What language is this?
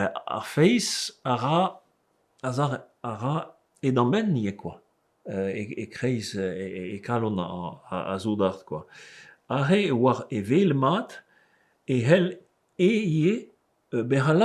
Breton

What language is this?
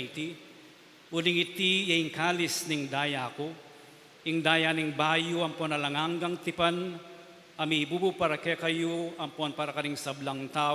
Pampanga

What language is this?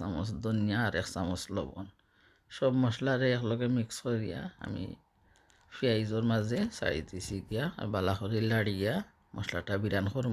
Sylheti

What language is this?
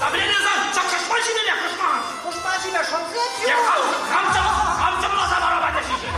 Chuvash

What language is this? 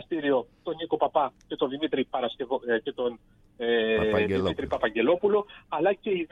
Greek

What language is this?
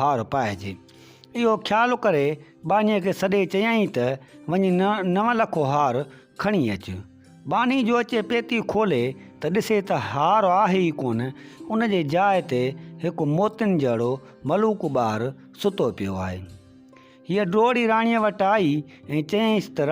Sindhi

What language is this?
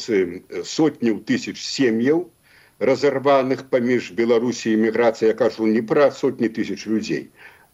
Belarusian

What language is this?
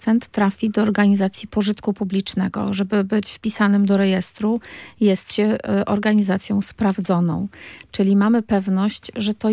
Polish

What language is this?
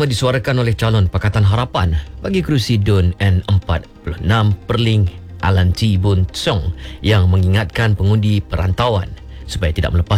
Malay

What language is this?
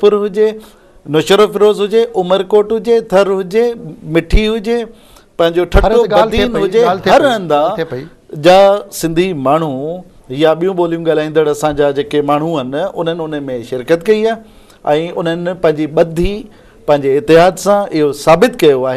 Sindhi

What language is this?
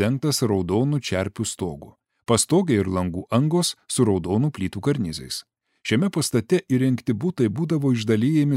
Lithuanian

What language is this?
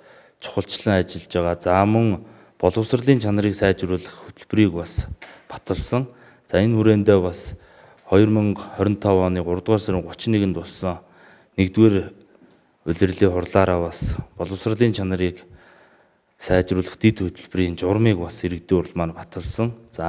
Mongolian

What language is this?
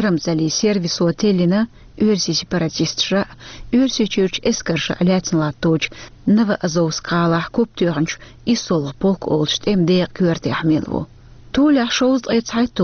Chechen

